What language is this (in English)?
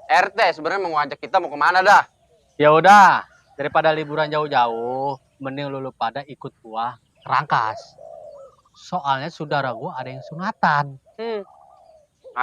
Betawi